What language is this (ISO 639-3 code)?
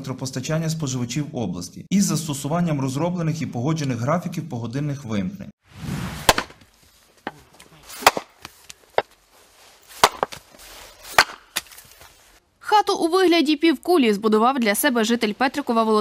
ukr